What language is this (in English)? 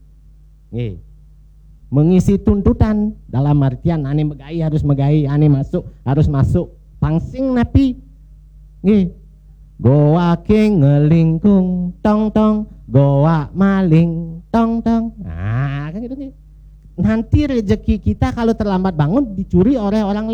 Balinese